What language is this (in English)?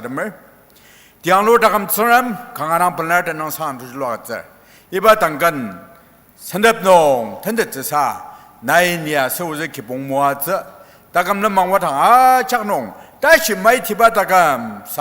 Ao Naga